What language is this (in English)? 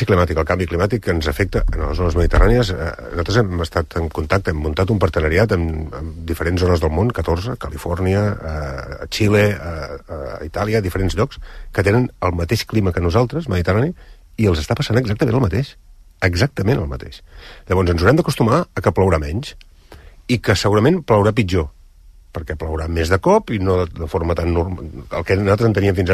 Catalan